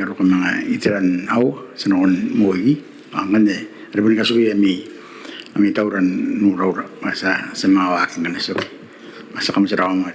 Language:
Gilbertese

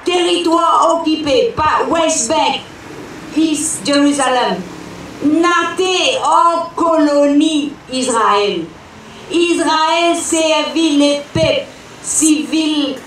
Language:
Morisyen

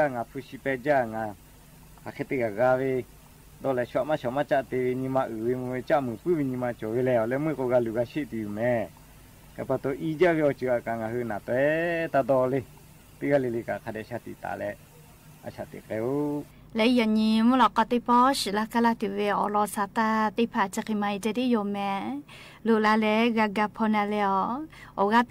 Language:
Lahu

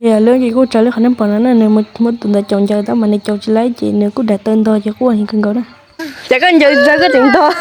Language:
Hmong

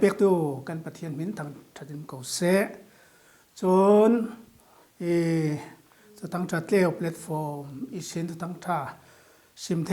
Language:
Falam Chin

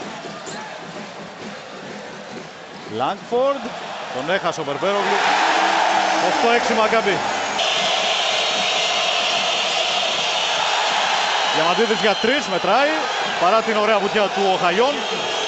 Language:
Greek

